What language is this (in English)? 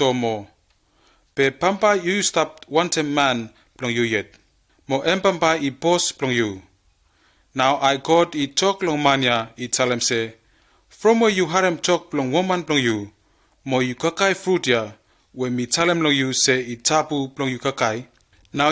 Bislama